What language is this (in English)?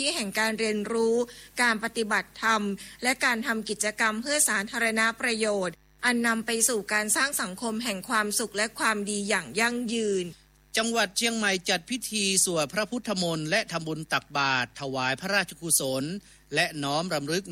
Thai